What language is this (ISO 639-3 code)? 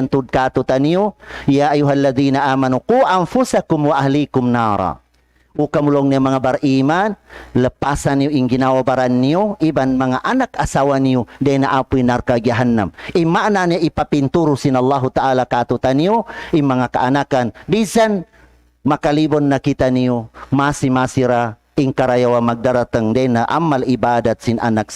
tsg